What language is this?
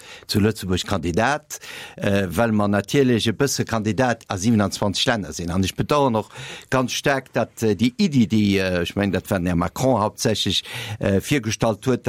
Luxembourgish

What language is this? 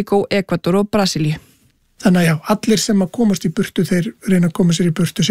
Icelandic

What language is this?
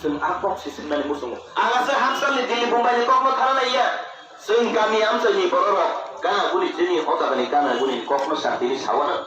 Kok Borok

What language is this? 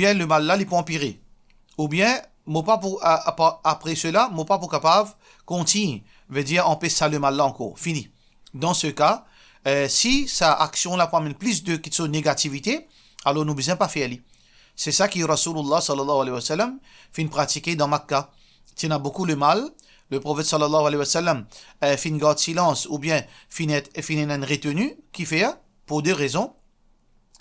Morisyen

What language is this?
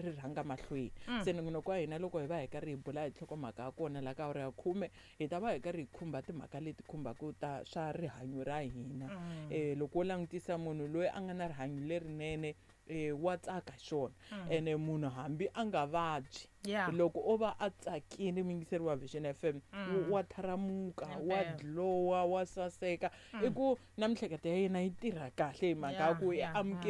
Tsonga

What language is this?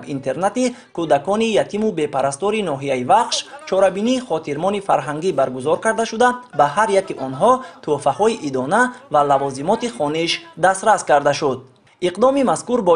Tajik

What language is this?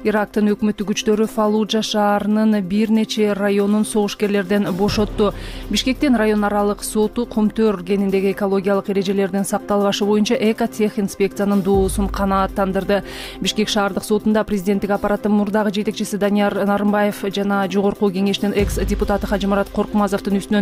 Kyrgyz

